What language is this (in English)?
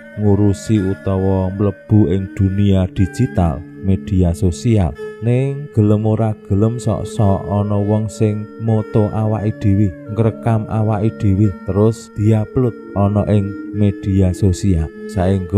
Javanese